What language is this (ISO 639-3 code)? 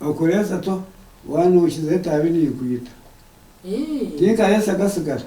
nyn